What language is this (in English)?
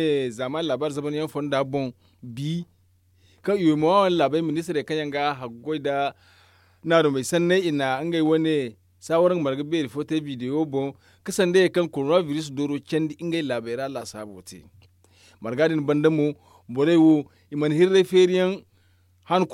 Zarma